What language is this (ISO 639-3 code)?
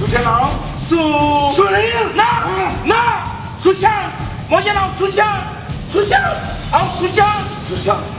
kok